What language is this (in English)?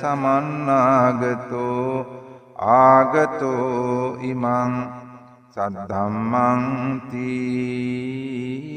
Sinhala